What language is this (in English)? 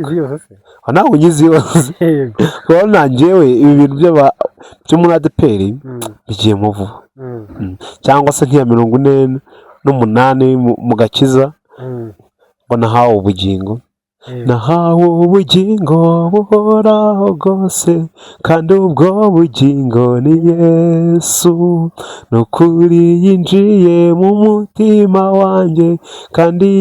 Kinyarwanda